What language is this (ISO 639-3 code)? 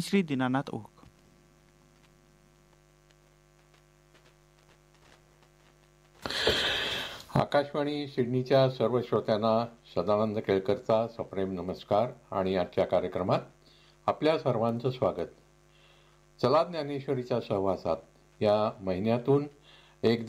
mar